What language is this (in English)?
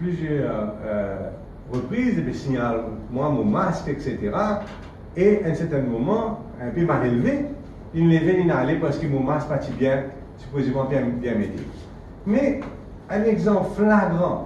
Morisyen